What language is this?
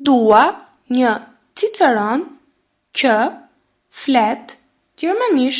Albanian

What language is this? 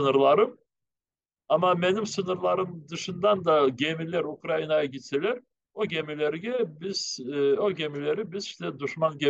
Crimean Tatar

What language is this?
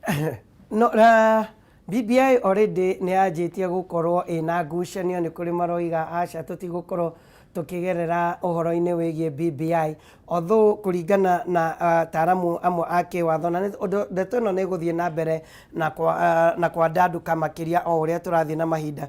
Kikuyu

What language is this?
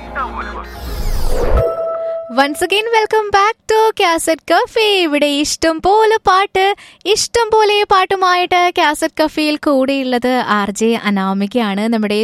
Malayalam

